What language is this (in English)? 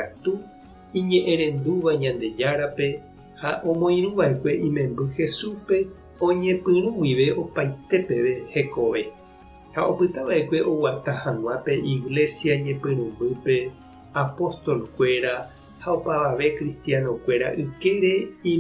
Guarani